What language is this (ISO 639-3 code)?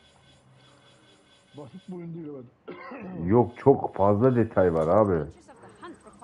tur